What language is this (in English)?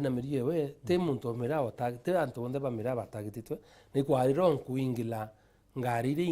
Meru